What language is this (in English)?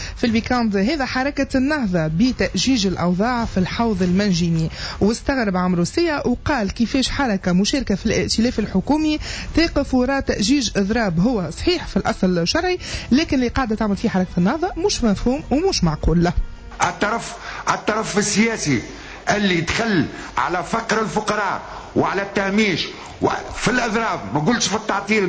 Tunisian Arabic